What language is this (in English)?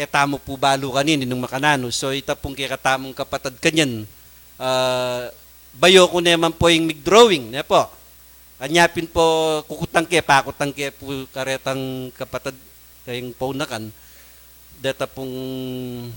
Pampanga